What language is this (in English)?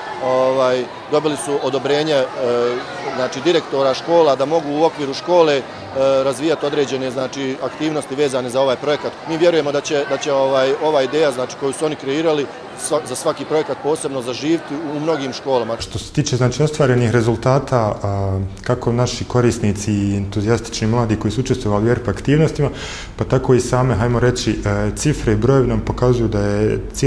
Bosnian